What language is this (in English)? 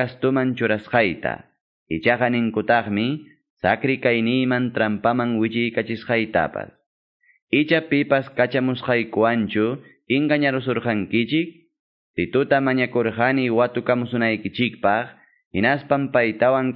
Quechua